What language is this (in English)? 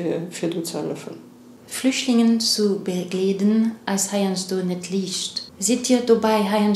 Luxembourgish